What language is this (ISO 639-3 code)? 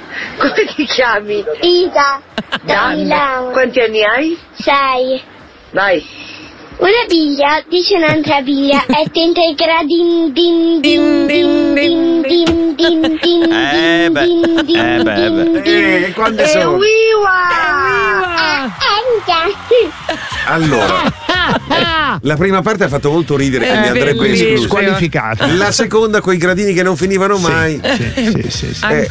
ita